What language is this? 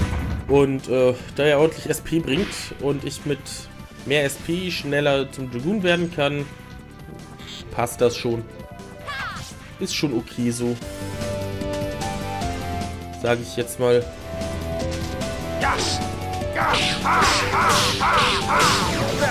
German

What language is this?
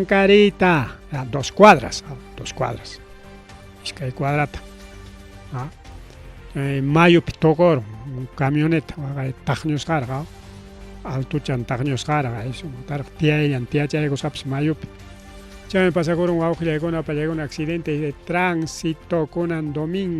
Ayacucho Quechua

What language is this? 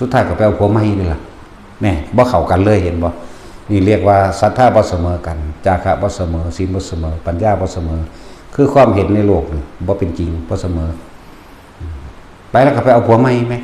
Northeastern Thai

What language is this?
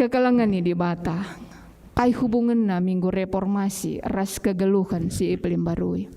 Batak Karo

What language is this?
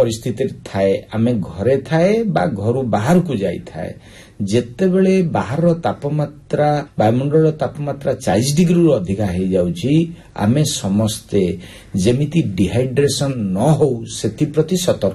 Odia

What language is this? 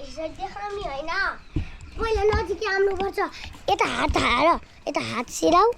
Nepali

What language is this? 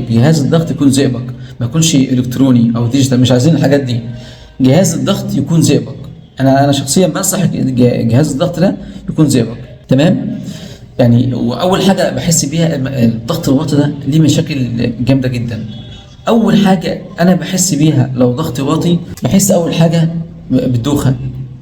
Egyptian Arabic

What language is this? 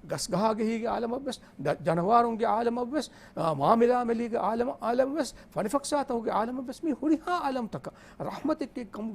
Divehi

